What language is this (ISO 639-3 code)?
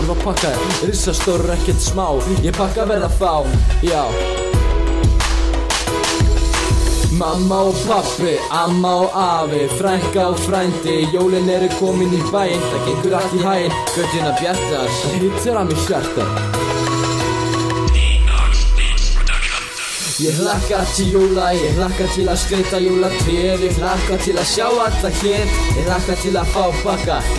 isl